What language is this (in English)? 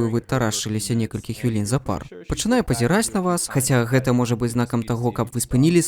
Belarusian